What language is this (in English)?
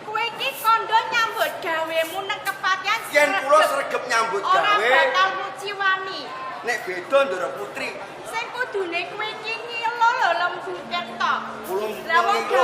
Javanese